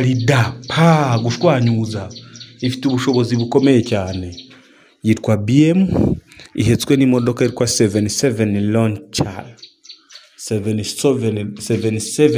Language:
Kinyarwanda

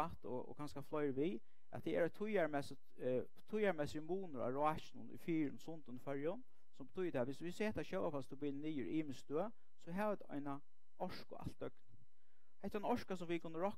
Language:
Faroese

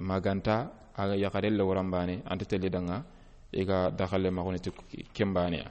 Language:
Soninke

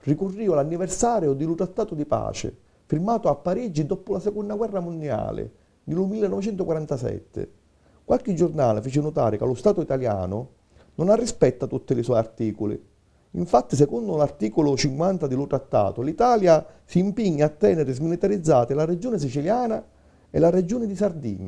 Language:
Sicilian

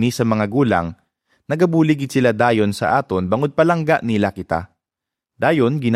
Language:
Hiligaynon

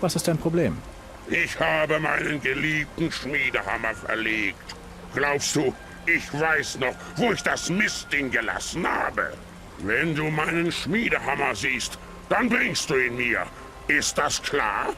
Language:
Bavarian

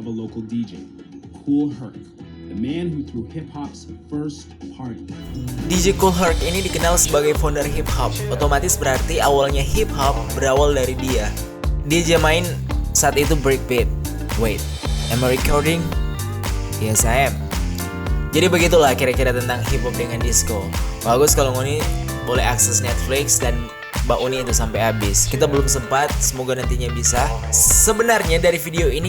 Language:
Manado Malay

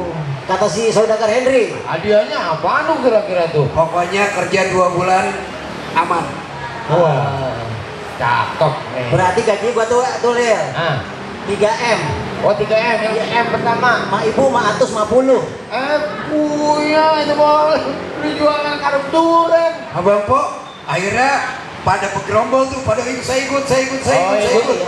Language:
Betawi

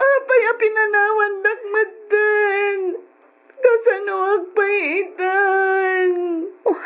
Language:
Iloko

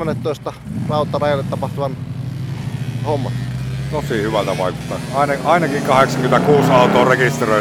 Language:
Finnish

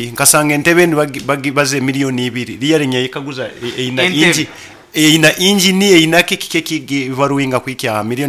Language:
Nyoro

